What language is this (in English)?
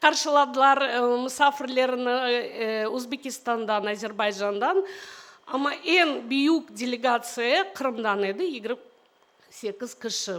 Crimean Tatar